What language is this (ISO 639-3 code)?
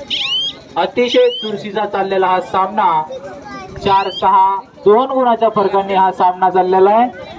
mar